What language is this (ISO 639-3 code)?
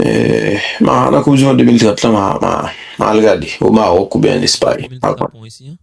hat